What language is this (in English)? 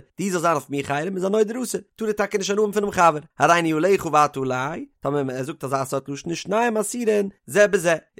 Yiddish